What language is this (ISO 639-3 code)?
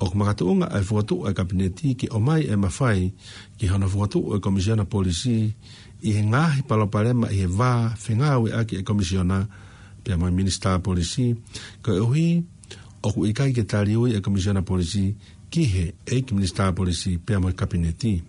ton